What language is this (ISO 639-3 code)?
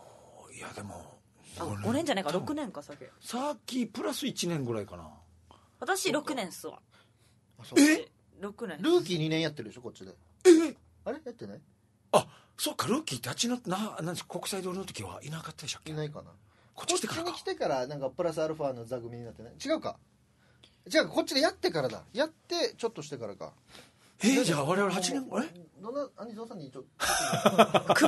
jpn